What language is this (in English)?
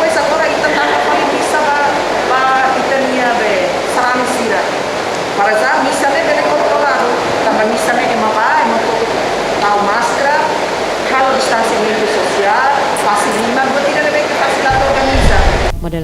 Tetum